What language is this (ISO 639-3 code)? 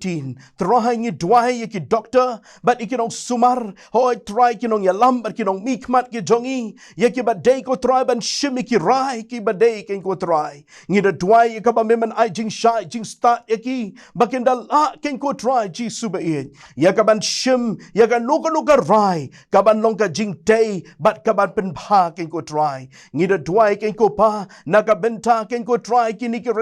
kha